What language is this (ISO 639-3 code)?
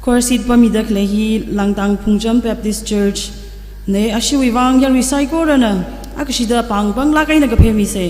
nmf